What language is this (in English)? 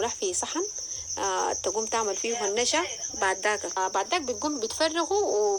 Sudanese Arabic